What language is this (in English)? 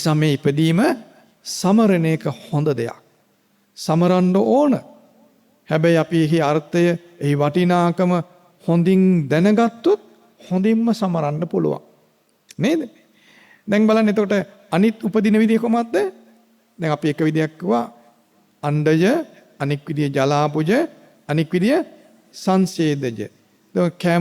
Sinhala